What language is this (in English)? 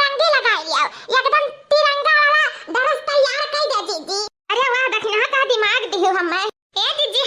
Awadhi